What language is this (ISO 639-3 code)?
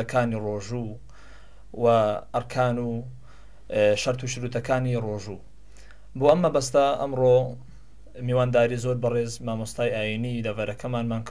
ckb